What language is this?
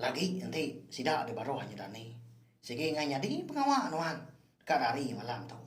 Iban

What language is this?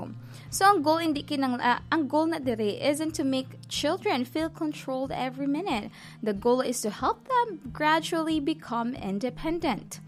Hiligaynon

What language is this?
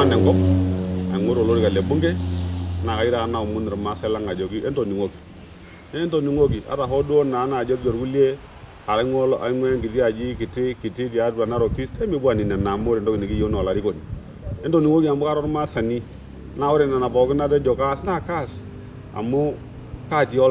Masai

